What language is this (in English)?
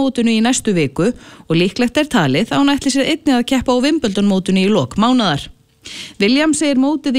Icelandic